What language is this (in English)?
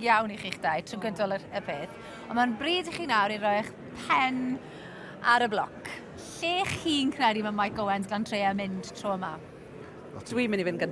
Welsh